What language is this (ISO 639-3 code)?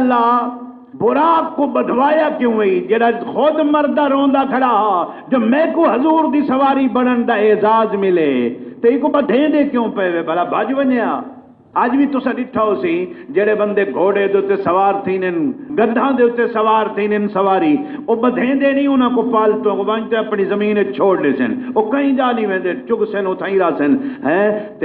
skr